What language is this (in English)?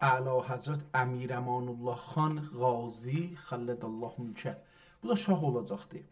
South Azerbaijani